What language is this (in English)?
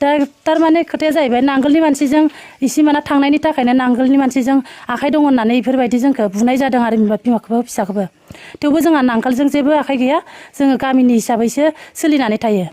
Bodo